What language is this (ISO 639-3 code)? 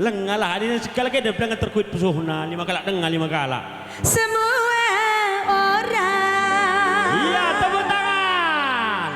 btx